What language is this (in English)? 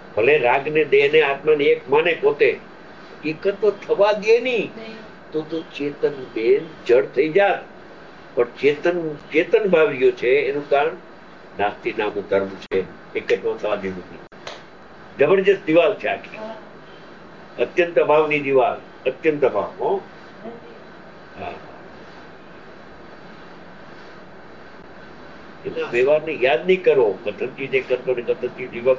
Gujarati